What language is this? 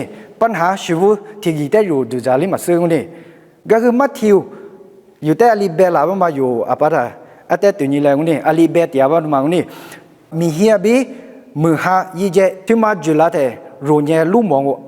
Lisu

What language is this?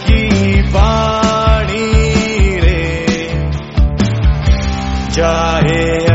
Hindi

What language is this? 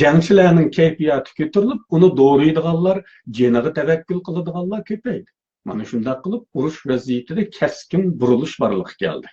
Uyghur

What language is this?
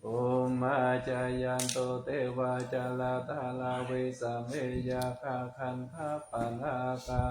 Pali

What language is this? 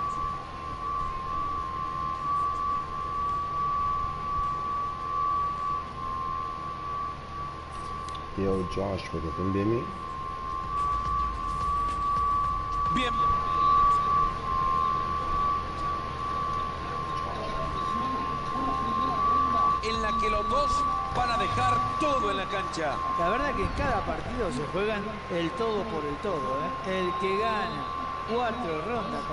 Spanish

